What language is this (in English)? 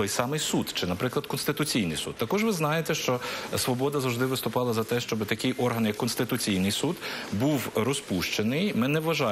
Ukrainian